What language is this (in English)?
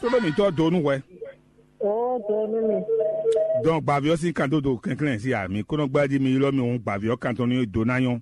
Fon